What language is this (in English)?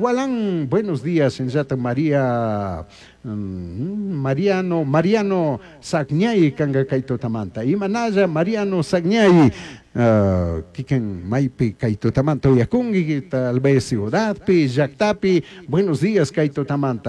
Chimborazo Highland Quichua